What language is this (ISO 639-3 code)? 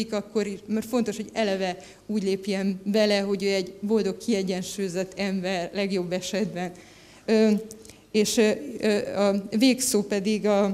hun